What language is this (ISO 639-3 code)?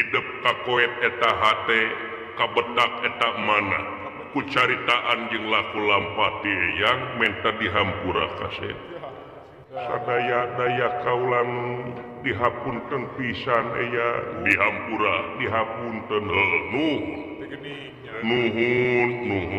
sun